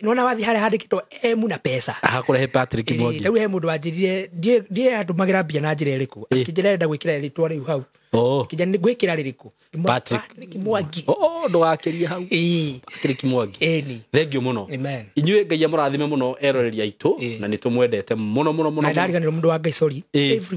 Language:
Kikuyu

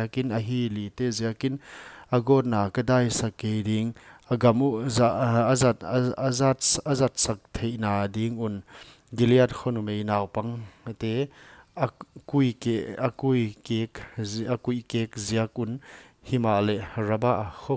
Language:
Paite Chin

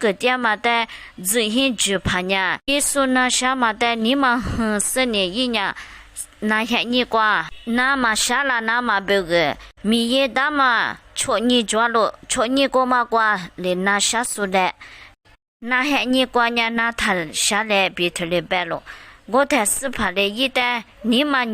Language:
Lisu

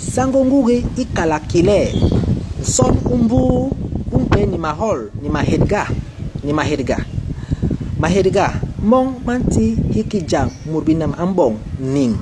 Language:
Basaa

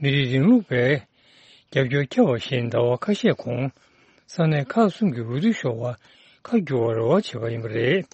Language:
Tibetan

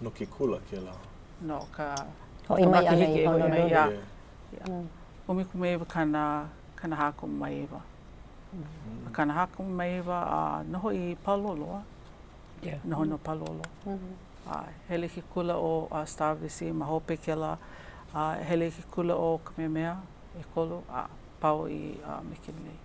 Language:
Hawaiian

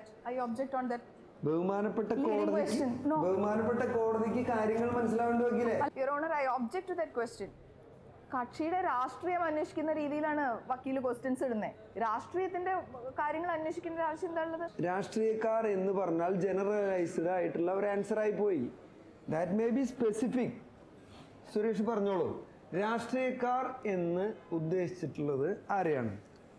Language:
Malayalam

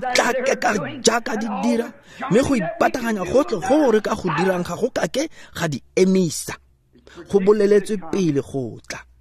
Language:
Tswana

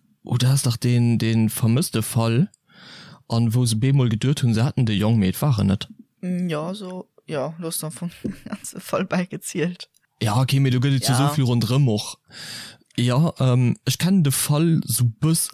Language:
Luxembourgish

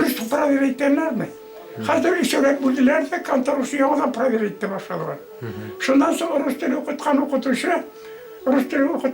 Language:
Bashkir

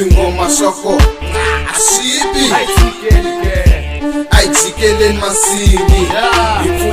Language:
Tsonga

